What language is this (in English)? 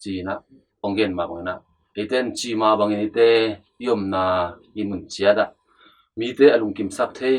Tedim Chin